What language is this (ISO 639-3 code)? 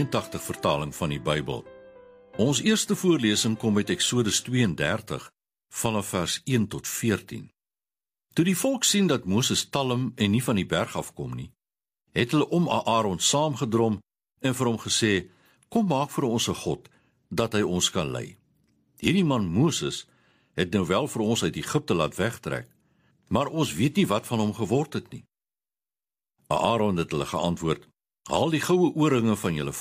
afr